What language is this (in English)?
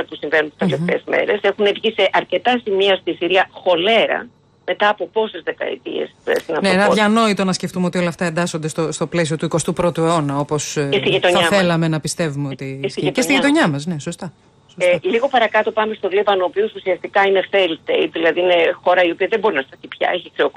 Greek